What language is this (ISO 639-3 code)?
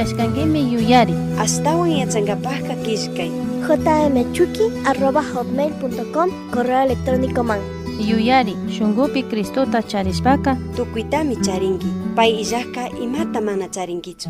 qug